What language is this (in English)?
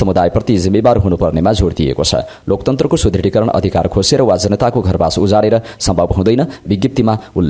Nepali